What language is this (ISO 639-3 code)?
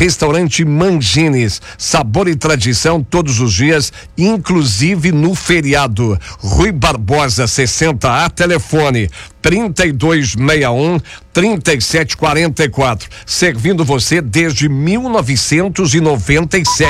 por